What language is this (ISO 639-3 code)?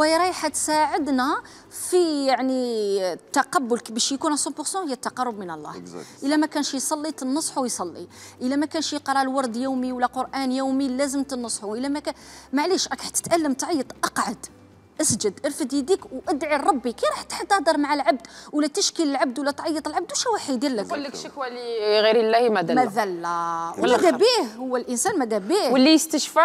arq